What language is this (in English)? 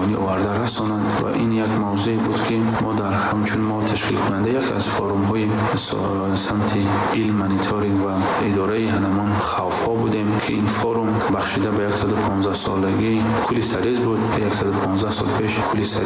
Persian